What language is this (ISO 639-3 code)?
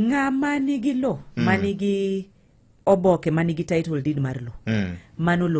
luo